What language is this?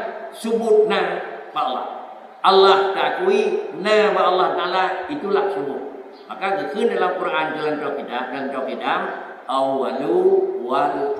Achinese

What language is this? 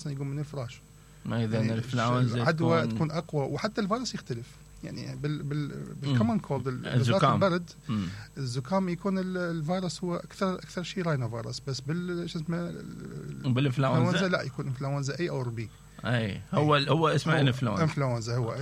Mesopotamian Arabic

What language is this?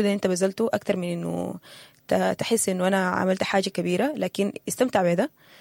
Sudanese Arabic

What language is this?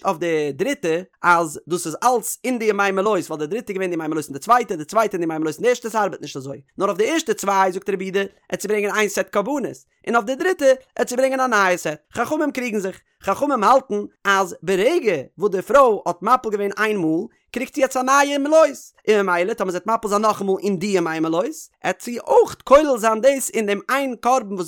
Yiddish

